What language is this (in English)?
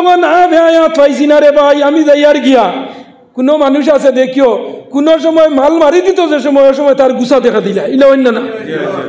Sylheti